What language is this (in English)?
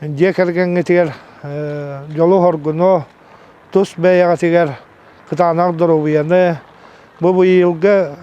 Yakut